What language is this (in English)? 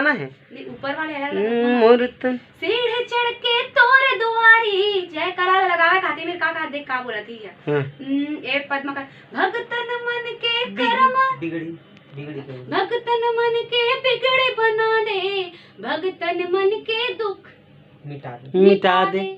Chhattisgarhi